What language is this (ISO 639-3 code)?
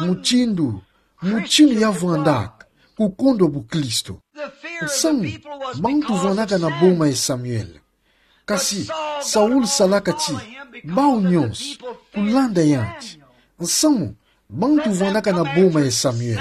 ktu